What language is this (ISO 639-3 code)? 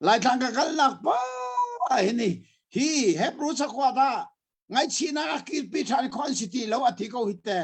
cnh